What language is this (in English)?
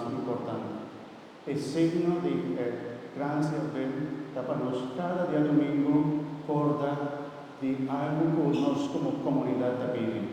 Papiamento